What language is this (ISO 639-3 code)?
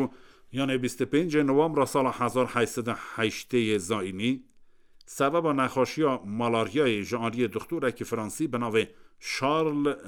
kur